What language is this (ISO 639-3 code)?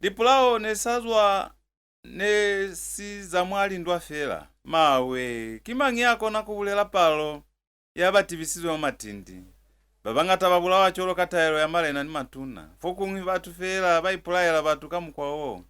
loz